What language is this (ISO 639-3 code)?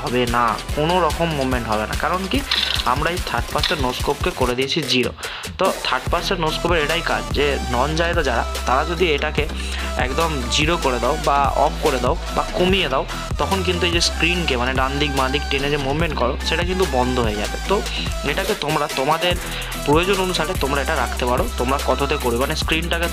ben